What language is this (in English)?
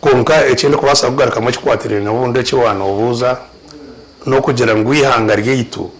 Nyankole